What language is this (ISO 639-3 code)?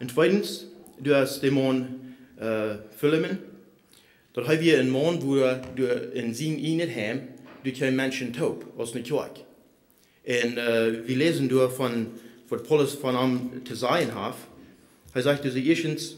pdt